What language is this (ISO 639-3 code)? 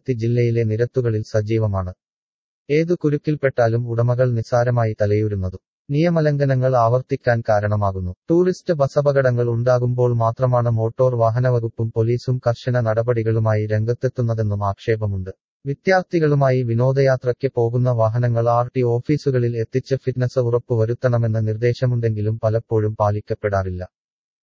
mal